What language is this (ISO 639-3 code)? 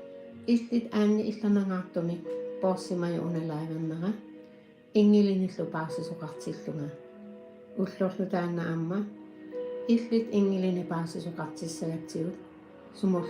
kal